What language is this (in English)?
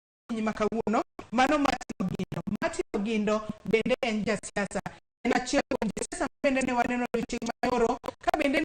Luo (Kenya and Tanzania)